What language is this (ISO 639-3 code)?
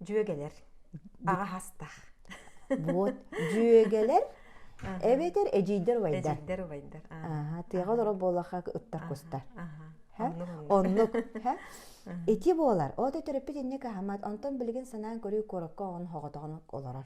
sah